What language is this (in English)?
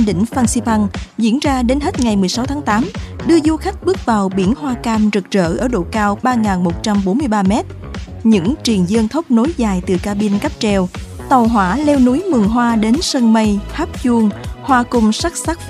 Vietnamese